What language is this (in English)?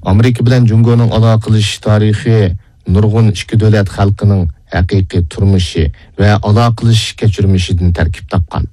Uyghur